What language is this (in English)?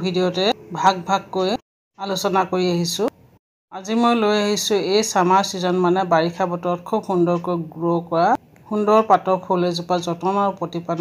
Assamese